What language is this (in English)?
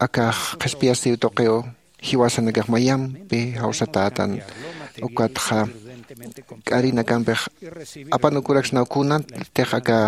Aymara